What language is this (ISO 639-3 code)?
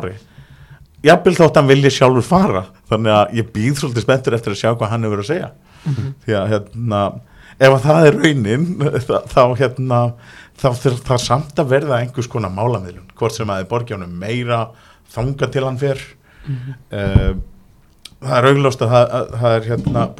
isl